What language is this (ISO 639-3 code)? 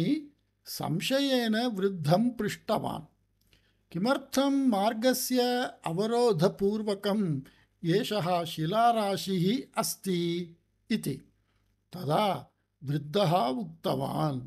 san